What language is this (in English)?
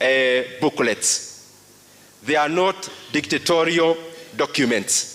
Gusii